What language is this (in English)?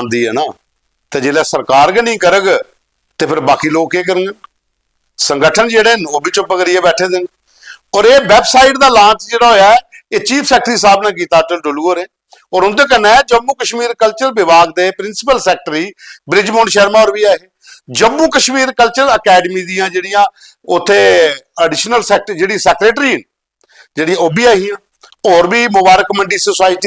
Dogri